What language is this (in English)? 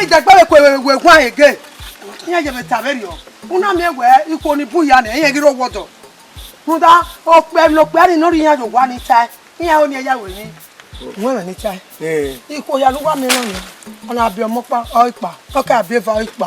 Bini